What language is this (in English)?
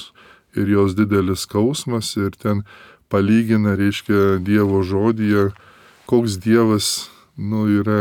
Lithuanian